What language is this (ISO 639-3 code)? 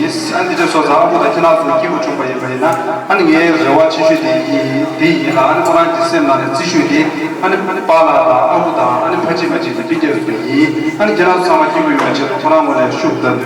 bod